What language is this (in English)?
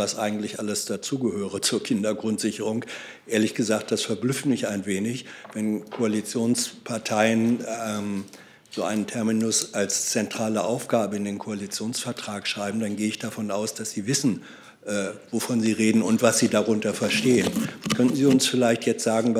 German